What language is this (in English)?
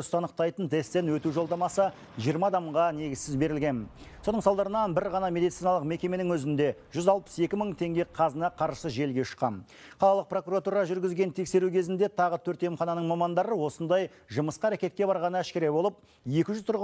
Kazakh